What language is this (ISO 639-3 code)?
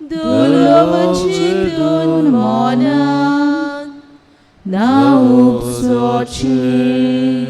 kok